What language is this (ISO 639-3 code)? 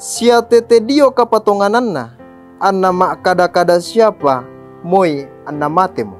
sda